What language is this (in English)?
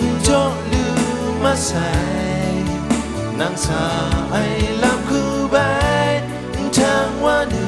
Kachin